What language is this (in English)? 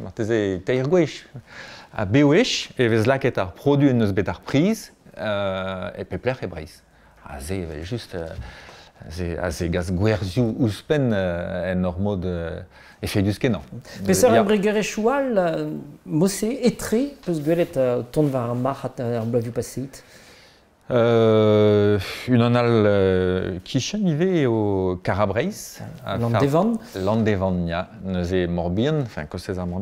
Breton